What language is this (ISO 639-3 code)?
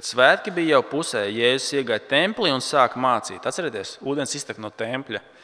lav